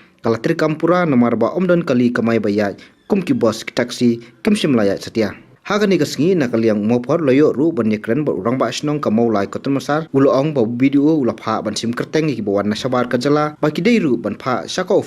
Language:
Khasi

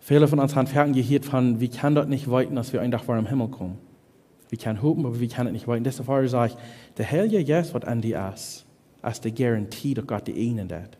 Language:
Plautdietsch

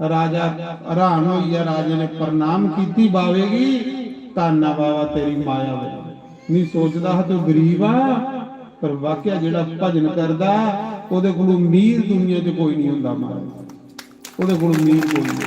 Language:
Dogri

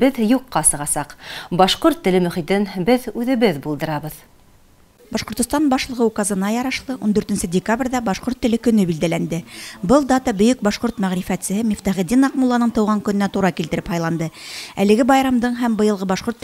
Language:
Bashkir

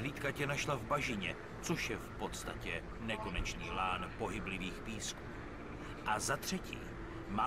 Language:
Czech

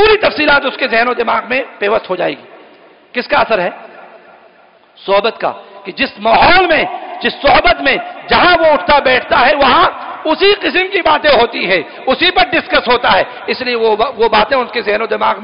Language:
Urdu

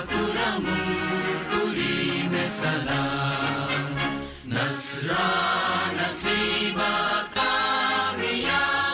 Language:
Divehi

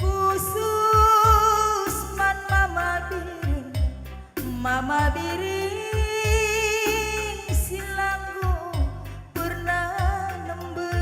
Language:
Batak Karo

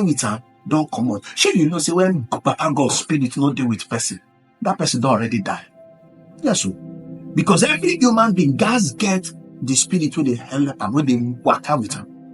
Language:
Nigerian Pidgin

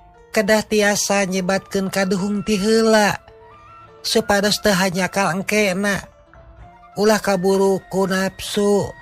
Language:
Sundanese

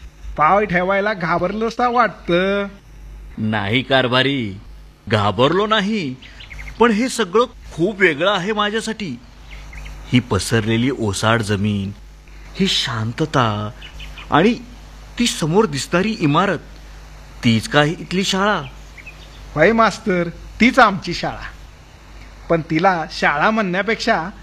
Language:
Marathi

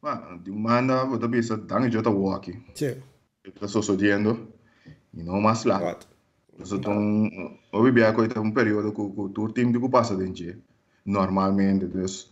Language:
Papiamento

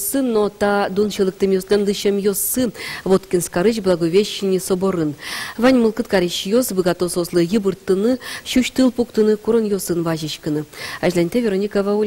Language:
Udmurt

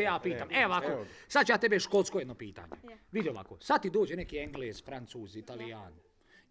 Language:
Bosnian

